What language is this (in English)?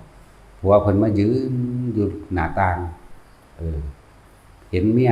Northeastern Thai